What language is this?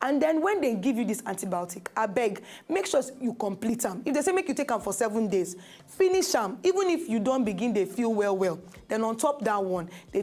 Nigerian Pidgin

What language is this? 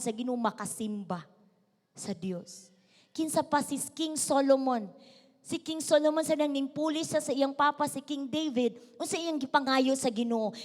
Cebuano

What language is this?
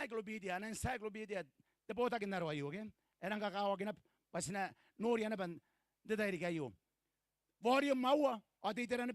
Gilbertese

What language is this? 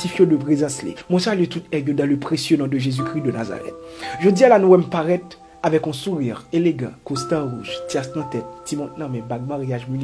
Haitian Creole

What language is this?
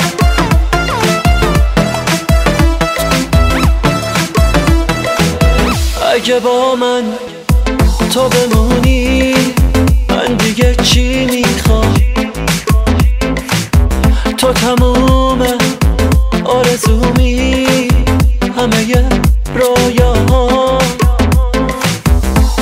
Persian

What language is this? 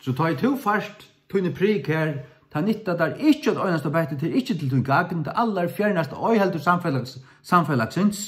Faroese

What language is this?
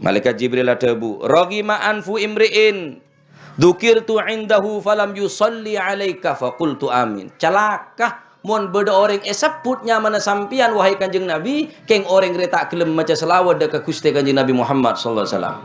Madurese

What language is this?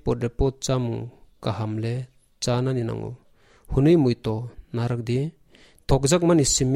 Kok Borok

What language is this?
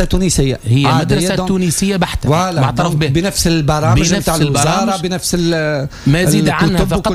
Tunisian Arabic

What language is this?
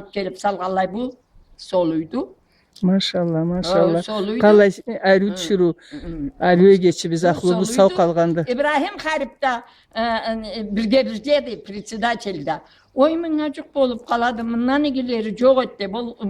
Karachay-Balkar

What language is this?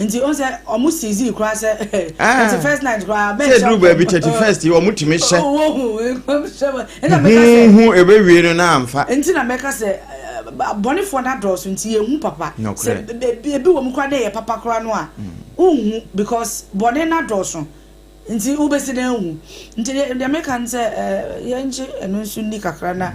Akan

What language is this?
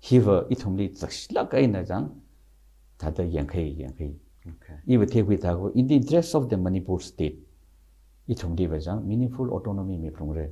Tangkhul Naga (India)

